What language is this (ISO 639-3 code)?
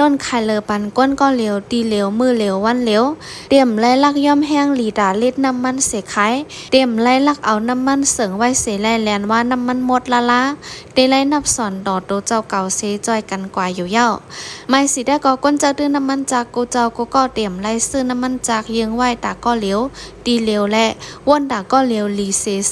shn